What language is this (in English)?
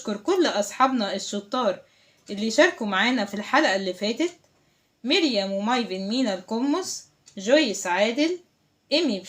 Egyptian Arabic